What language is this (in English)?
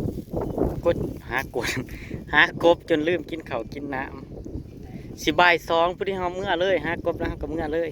Northeastern Thai